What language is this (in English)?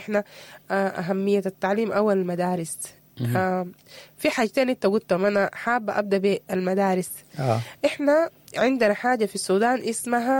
Sudanese Arabic